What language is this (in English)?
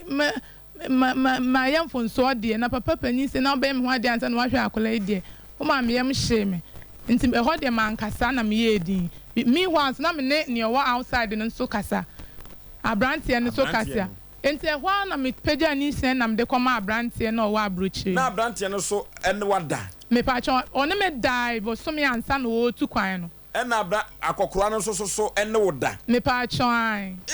Akan